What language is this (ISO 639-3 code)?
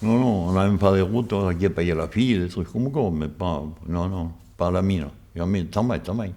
oci